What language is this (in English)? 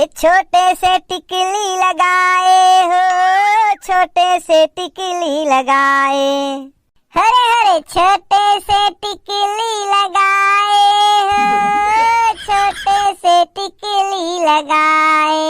Chhattisgarhi